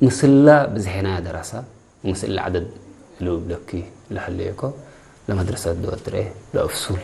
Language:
Tigre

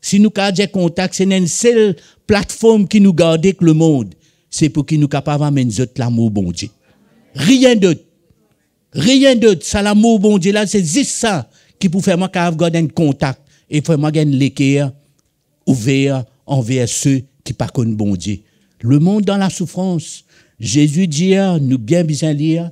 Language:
Morisyen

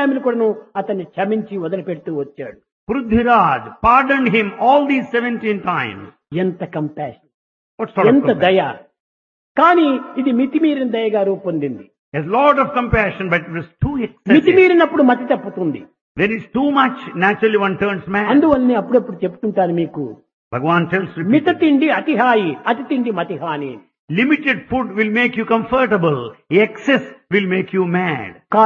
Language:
Telugu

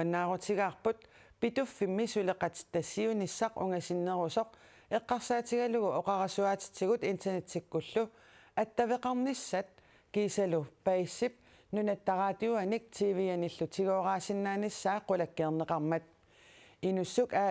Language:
Kalaallisut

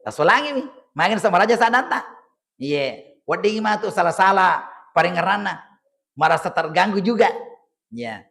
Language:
Buginese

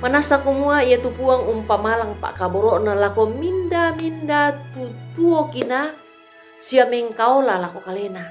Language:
Toraja-Sa'dan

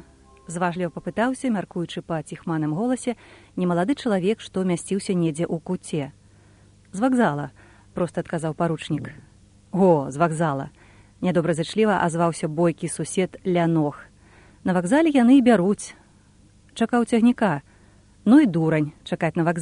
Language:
Belarusian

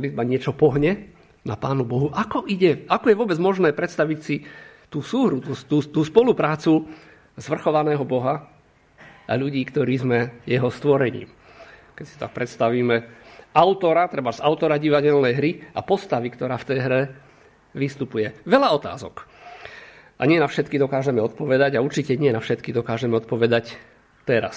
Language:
Slovak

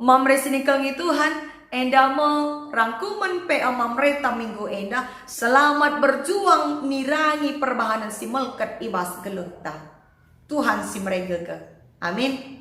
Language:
Batak Karo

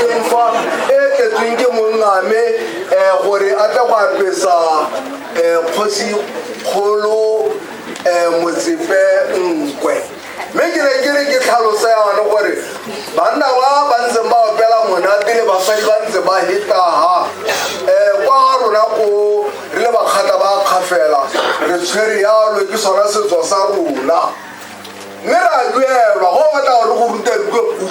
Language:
Tswana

